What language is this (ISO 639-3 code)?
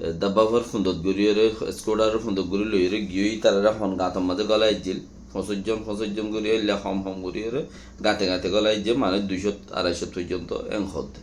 rhg